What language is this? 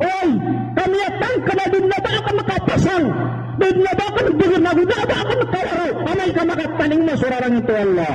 Maranao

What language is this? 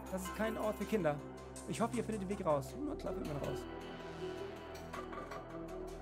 German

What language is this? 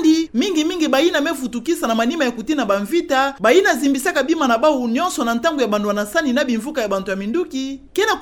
Kituba (Democratic Republic of Congo)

